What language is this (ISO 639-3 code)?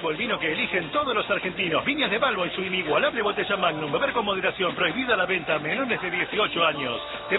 spa